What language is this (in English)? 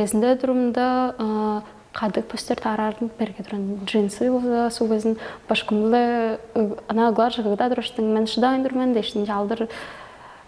Tuvinian